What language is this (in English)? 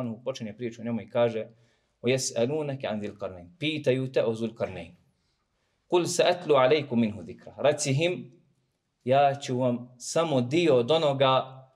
Bosnian